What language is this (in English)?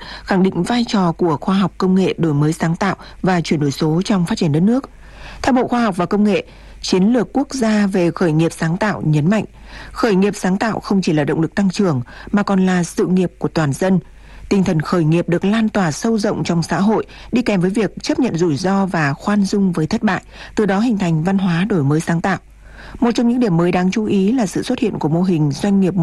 Vietnamese